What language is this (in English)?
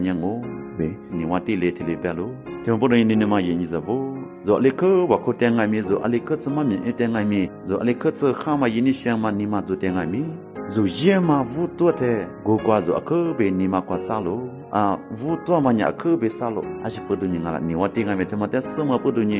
Lisu